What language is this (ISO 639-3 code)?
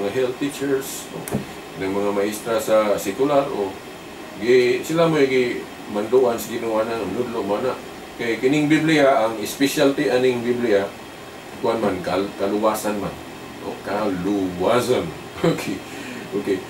ceb